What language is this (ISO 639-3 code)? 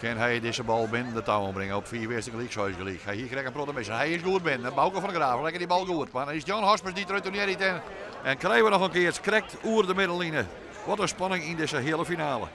fry